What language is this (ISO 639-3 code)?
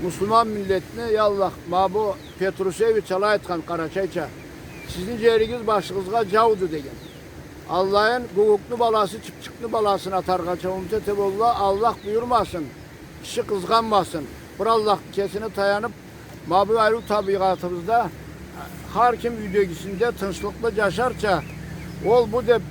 krc